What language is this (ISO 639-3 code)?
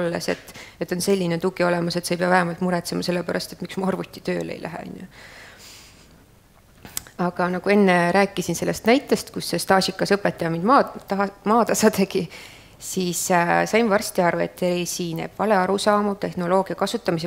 est